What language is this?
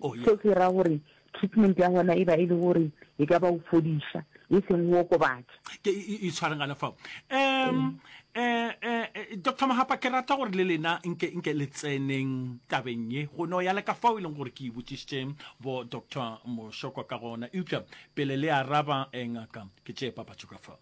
Northern Sotho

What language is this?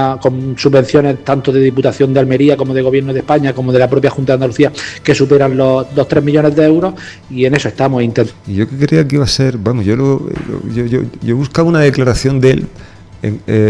Spanish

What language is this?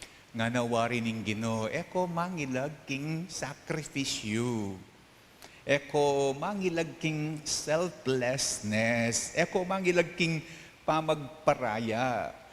Pampanga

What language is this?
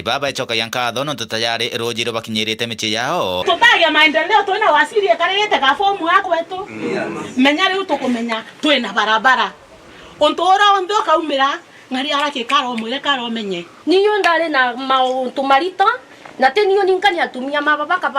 Meru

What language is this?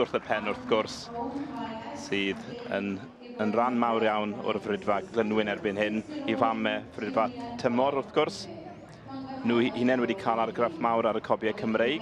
Welsh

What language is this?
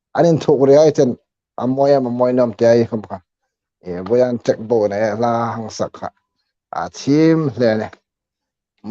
Hmar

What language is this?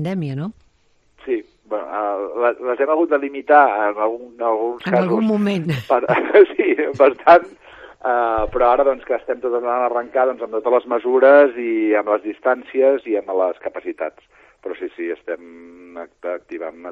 Catalan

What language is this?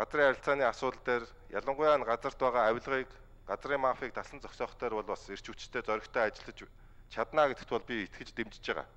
Mongolian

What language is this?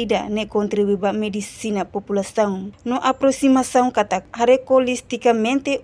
Tetum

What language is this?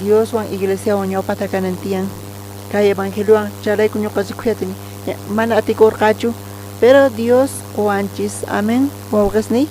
South Bolivian Quechua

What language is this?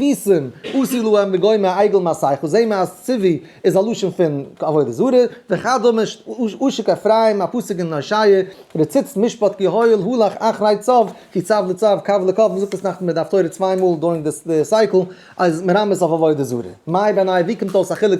Yiddish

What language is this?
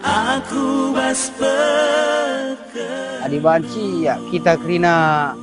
Batak Karo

